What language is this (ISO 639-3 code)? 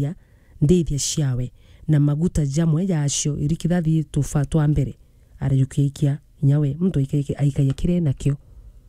mer